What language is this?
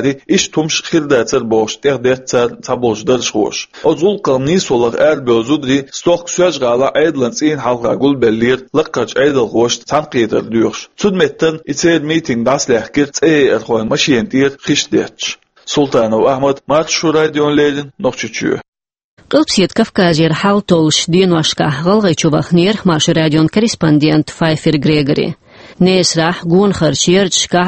Chechen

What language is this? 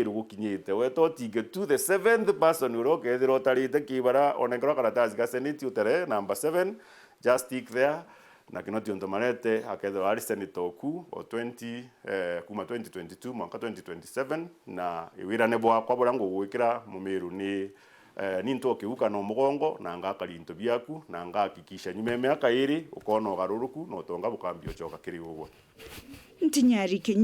Meru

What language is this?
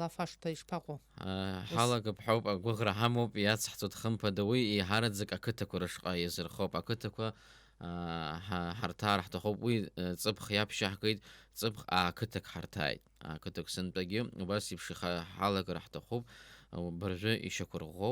Abkhazian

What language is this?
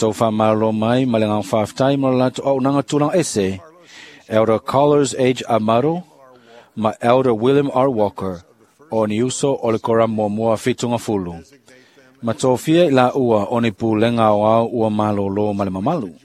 Samoan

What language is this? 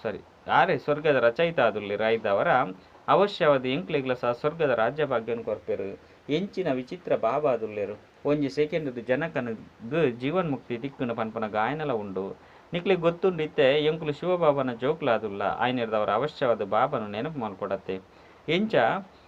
Tulu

